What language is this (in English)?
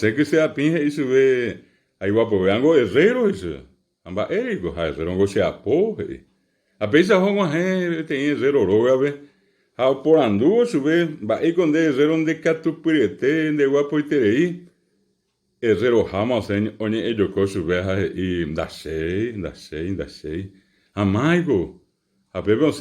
Guarani